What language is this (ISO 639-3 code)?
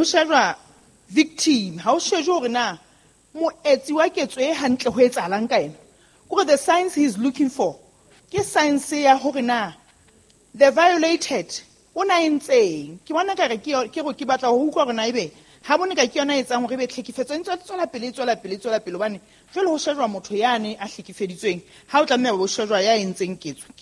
sot